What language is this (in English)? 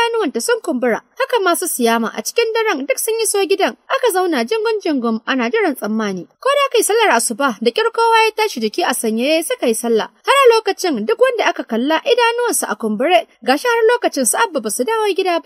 Hausa